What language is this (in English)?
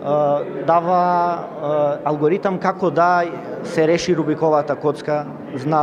Macedonian